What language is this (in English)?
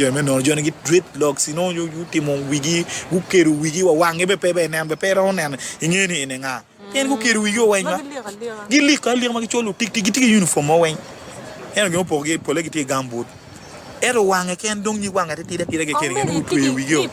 Acoli